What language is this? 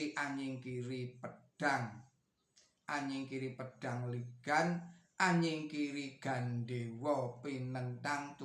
Javanese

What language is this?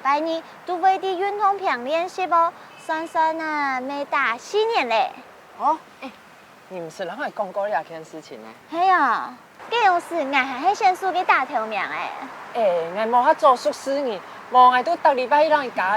Hakka Chinese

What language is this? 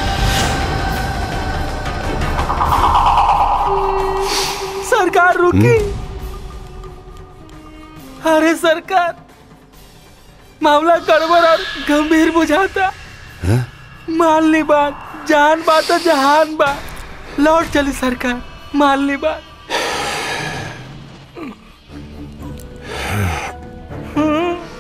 Bhojpuri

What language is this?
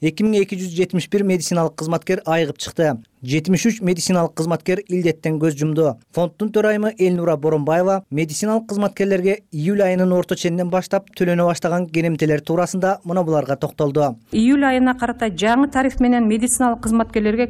Kyrgyz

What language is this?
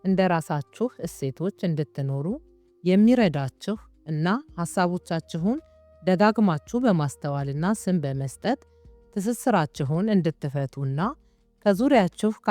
Amharic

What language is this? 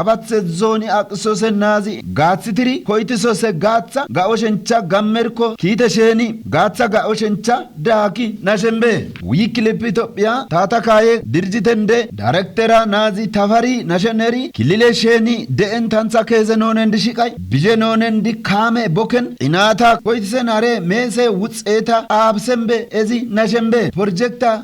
Kafa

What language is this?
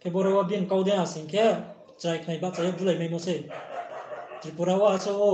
Riang (India)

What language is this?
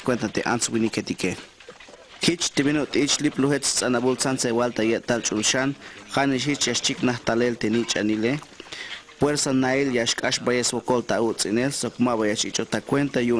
Tzeltal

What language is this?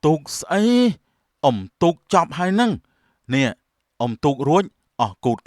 Khmer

